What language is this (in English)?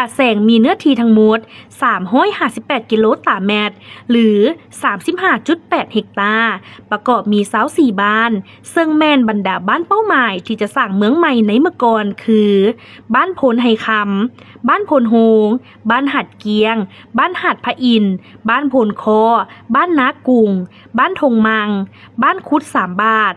Lao